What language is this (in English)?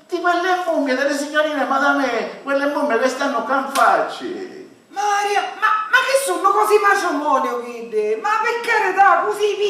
Sicilian